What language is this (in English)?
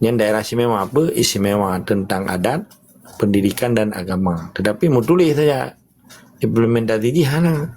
Achinese